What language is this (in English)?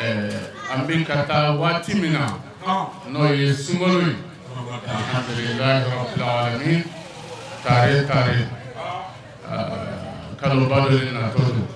Bambara